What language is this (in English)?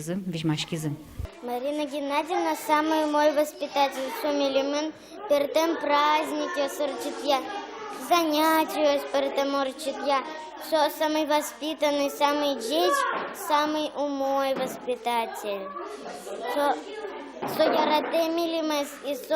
Udmurt